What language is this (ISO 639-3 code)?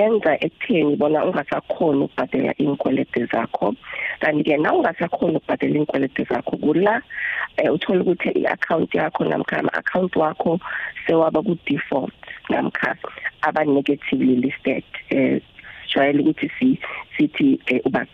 nbl